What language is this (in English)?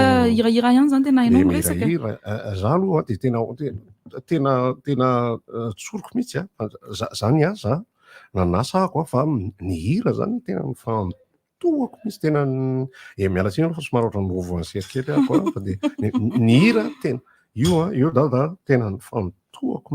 Malagasy